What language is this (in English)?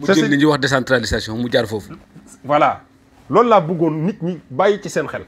Wolof